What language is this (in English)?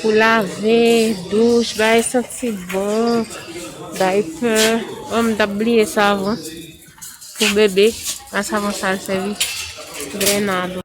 Haitian Creole